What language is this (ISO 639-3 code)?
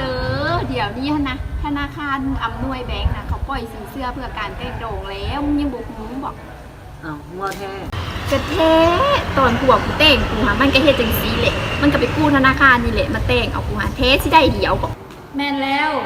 lao